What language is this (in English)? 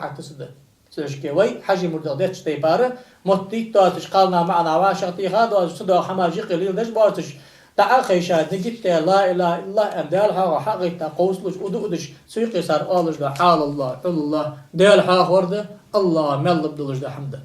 Ingush